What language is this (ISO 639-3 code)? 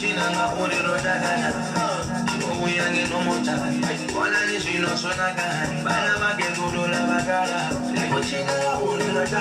ven